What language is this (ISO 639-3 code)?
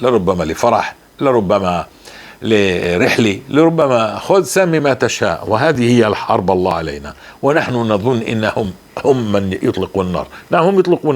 apc